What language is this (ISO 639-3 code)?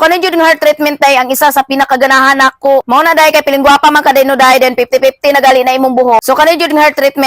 ceb